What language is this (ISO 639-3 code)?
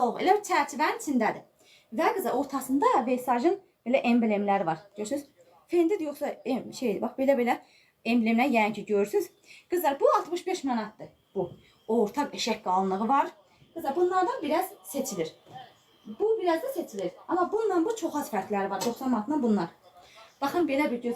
aze